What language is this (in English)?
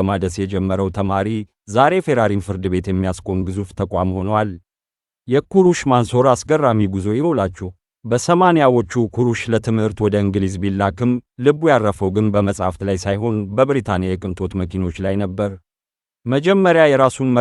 Amharic